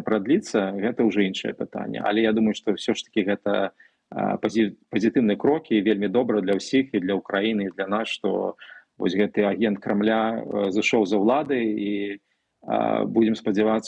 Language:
Belarusian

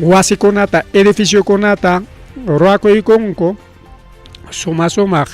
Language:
Ayacucho Quechua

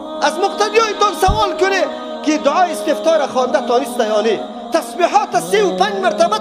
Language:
Persian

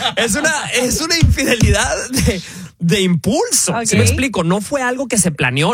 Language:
Spanish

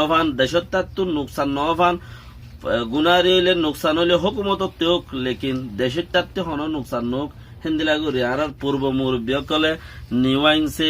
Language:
Rohingya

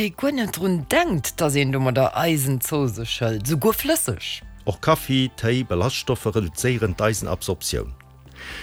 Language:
Luxembourgish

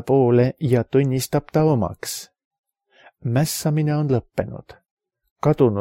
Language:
Estonian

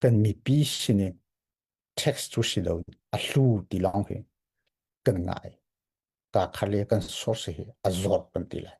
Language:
Hakha Chin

